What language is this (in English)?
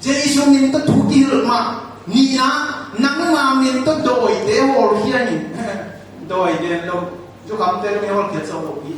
Tedim Chin